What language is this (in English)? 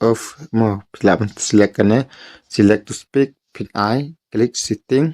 Khasi